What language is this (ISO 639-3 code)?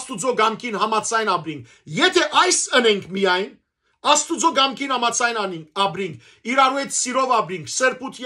hyw